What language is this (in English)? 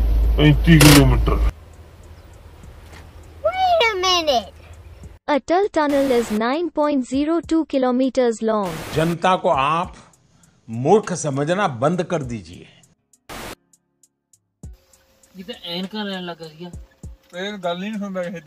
Punjabi